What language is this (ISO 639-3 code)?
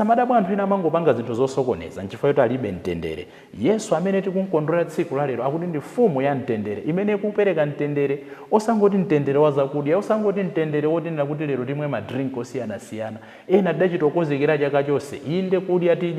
nya